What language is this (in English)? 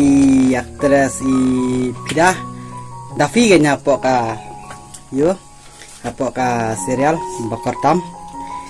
Khasi